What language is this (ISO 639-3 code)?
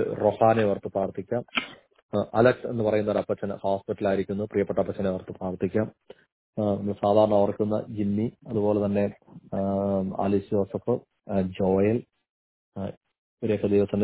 mal